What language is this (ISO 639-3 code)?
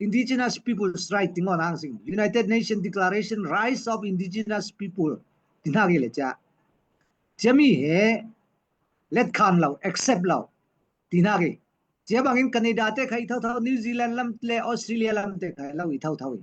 cfm